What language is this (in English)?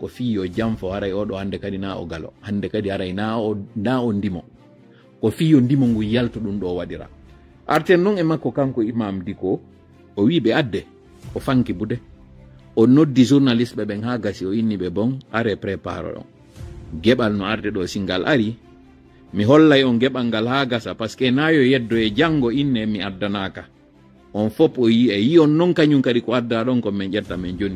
Fula